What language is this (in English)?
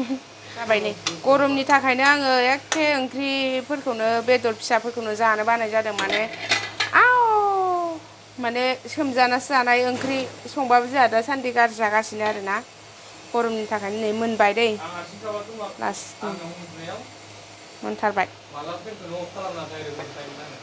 Bodo